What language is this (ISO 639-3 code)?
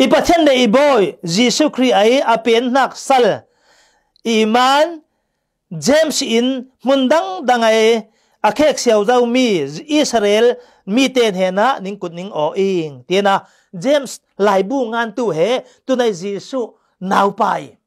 cfm